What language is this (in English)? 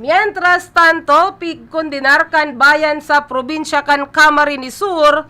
Bikol